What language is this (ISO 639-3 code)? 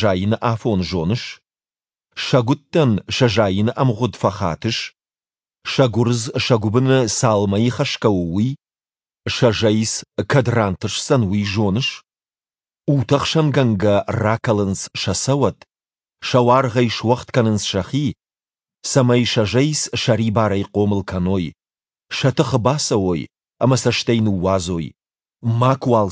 oss